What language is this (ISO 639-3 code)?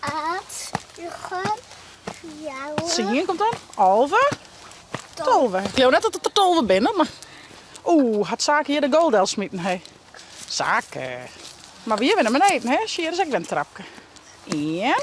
fry